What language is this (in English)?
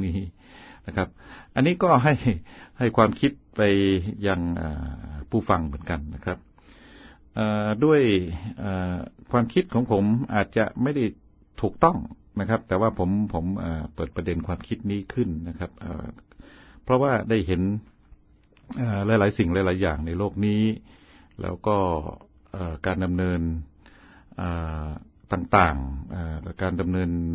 Thai